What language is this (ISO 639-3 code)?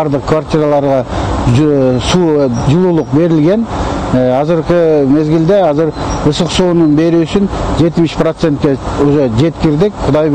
kir